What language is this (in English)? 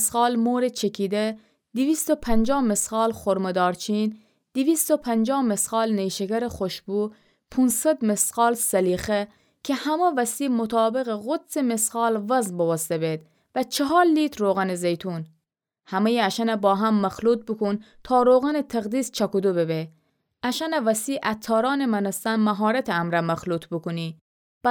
Gilaki